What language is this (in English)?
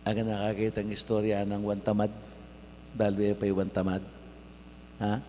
Pampanga